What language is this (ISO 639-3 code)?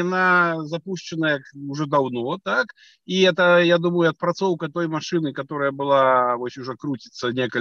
bel